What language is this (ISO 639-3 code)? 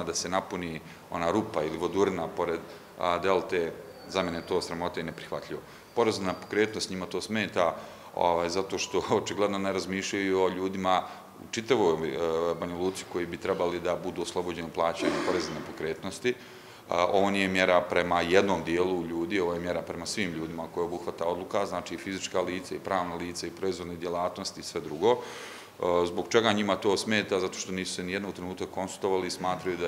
srp